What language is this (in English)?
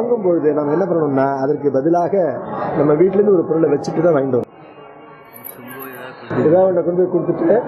Tamil